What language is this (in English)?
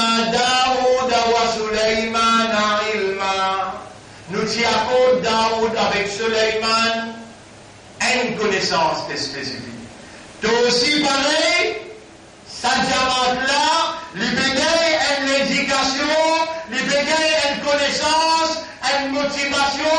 Morisyen